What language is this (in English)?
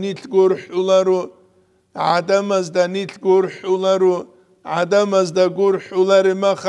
Avaric